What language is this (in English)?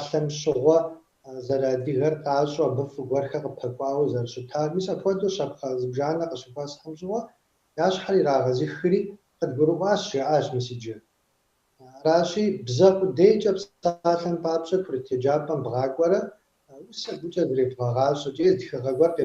Kabardian